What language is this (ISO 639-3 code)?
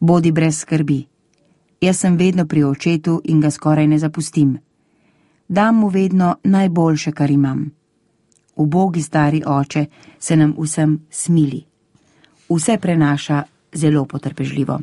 slv